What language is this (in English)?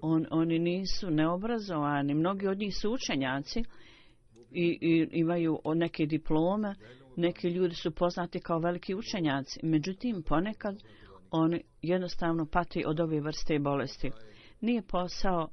Bosnian